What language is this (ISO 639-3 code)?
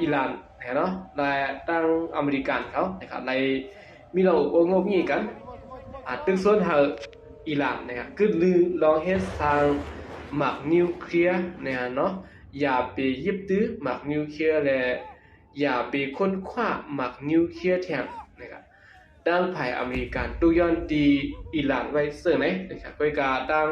shn